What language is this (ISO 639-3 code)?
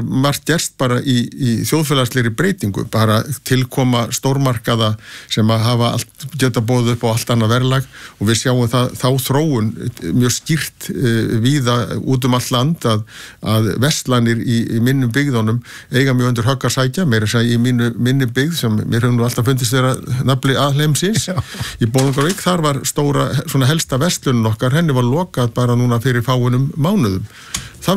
isl